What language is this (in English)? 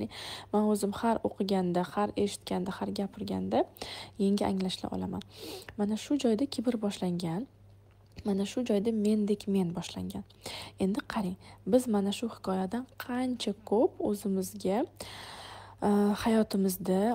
Uzbek